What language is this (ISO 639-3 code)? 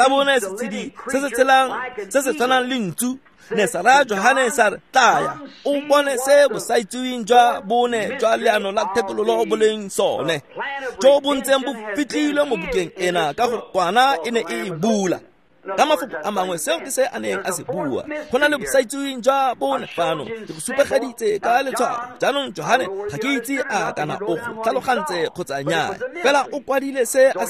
tsn